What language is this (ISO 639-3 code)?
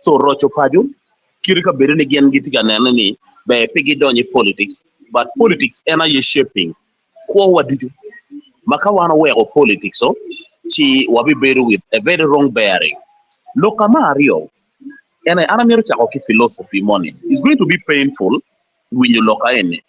ach